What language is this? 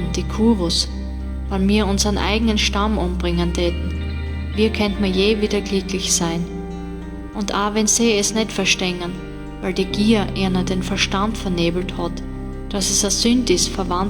Bavarian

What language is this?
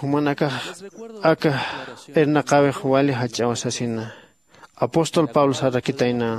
Aymara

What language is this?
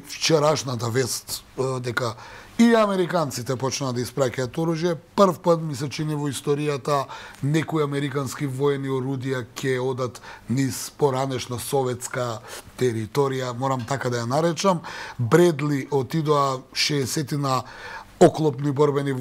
Macedonian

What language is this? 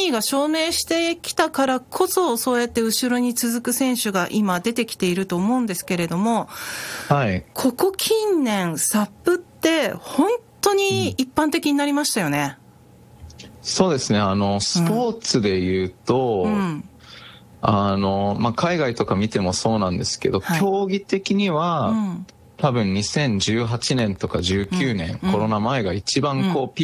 Japanese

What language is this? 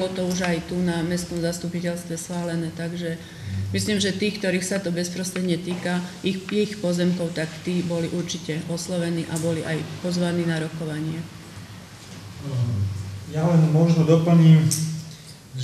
Slovak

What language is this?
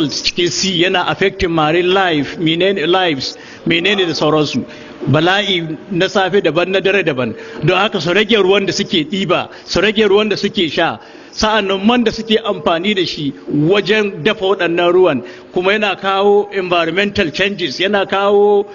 Hausa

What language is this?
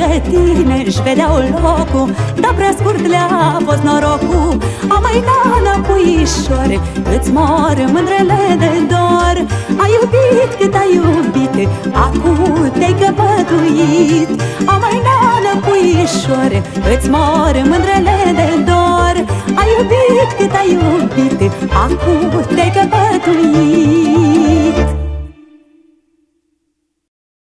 Romanian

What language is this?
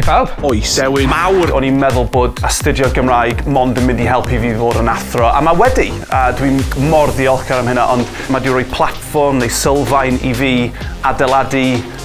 Welsh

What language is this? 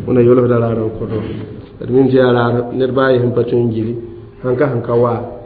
Mossi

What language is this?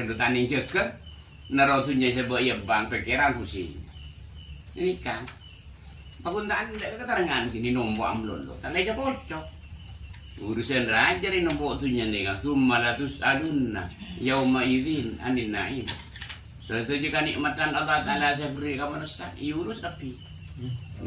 Madurese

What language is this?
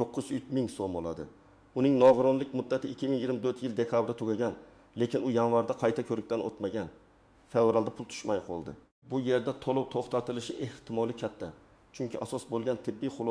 Uzbek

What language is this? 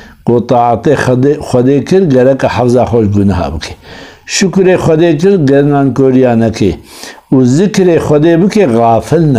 Kurdish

